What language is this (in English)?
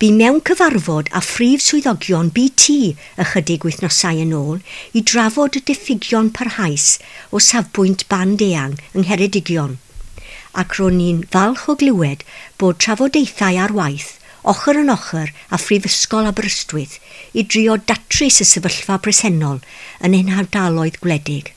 Welsh